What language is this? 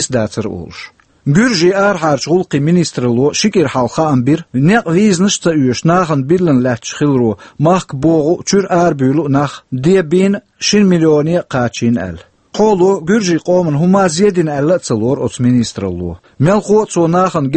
Chechen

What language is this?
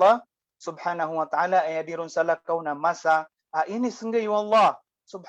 Maranao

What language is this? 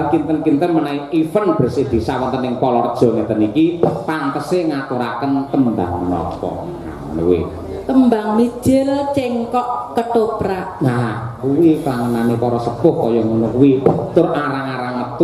Javanese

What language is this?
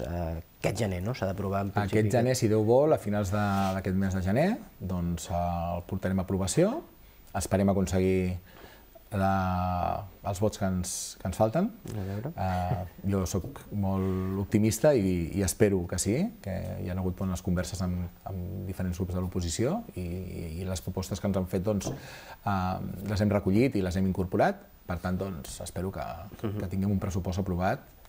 Catalan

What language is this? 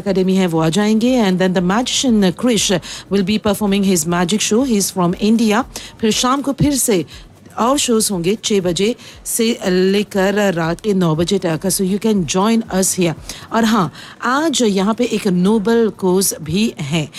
Hindi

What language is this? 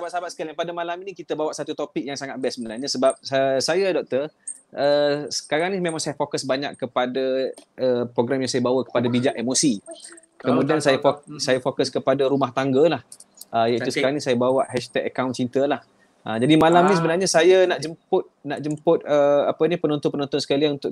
Malay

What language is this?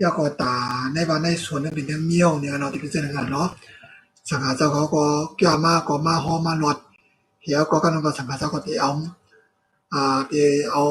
Shan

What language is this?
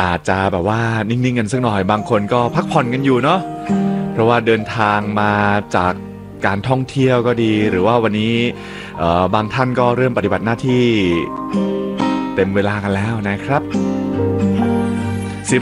Thai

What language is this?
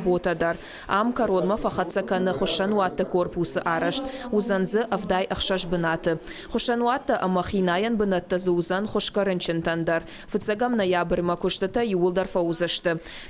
Ossetic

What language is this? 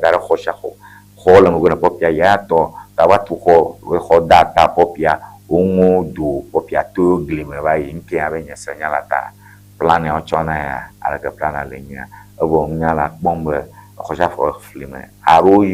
Ewe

